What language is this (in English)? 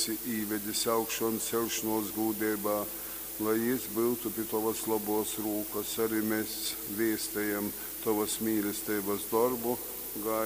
Latgalian